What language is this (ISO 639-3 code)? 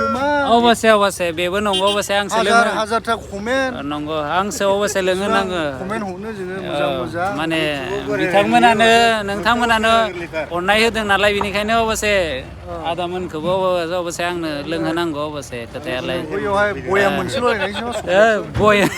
brx